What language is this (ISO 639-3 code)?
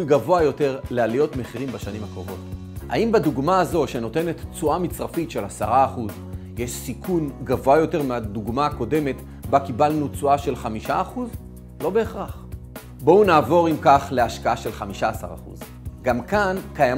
heb